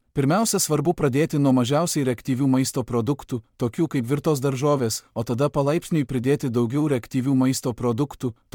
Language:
Lithuanian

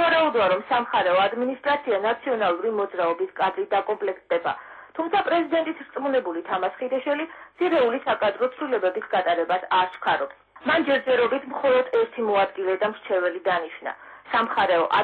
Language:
Georgian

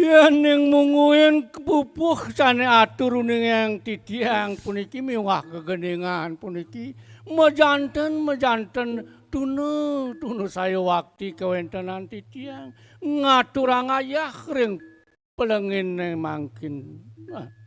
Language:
Balinese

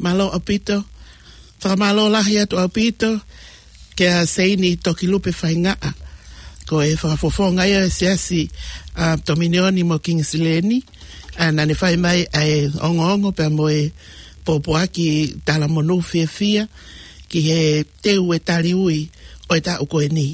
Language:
Tongan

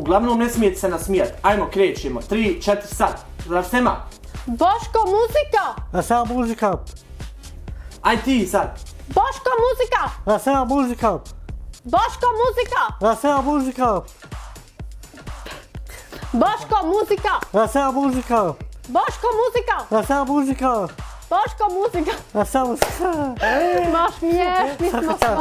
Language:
Bosnian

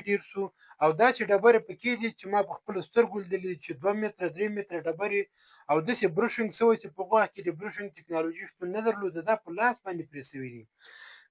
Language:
Pashto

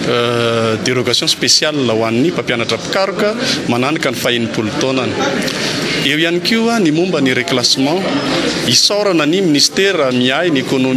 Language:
Malagasy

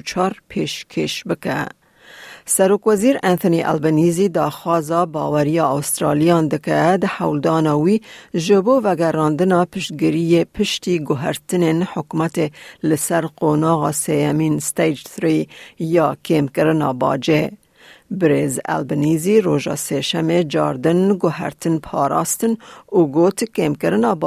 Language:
Kurdish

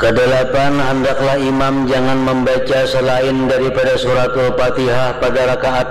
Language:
Banjar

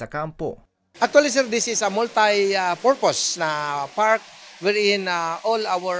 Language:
Bikol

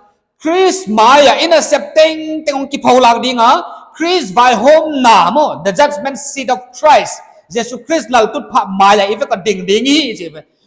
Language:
Paite Chin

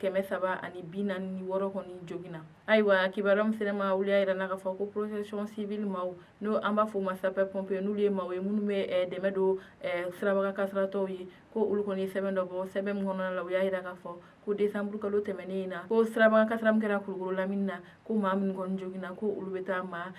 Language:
Bambara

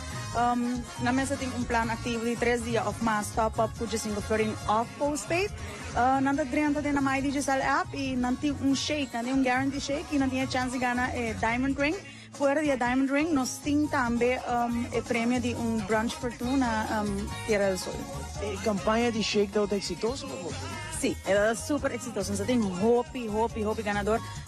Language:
Papiamento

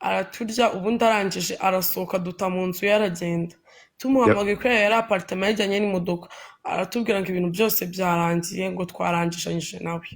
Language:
Kinyarwanda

